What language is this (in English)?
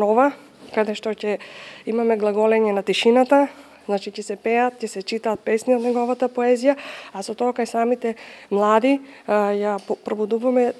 Macedonian